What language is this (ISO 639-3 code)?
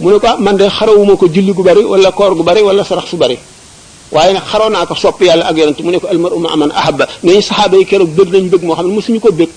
wol